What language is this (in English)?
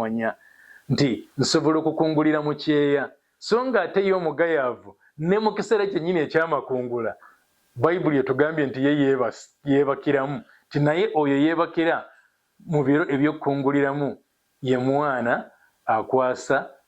Ganda